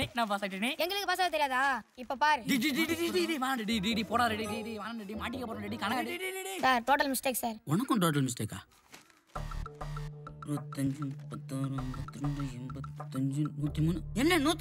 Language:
Tamil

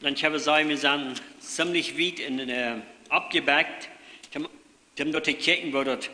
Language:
Plautdietsch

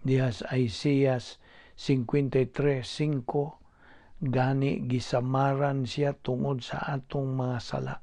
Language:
Cebuano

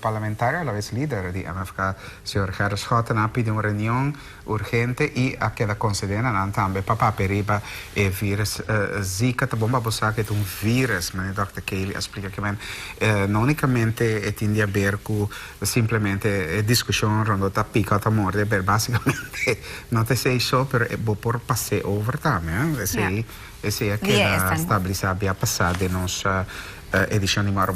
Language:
Papiamento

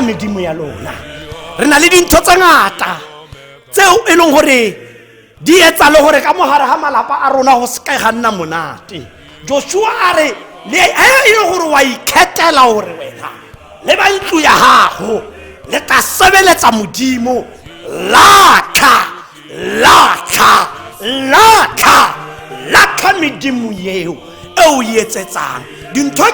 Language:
Tswana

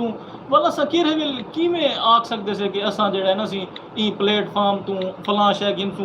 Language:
Saraiki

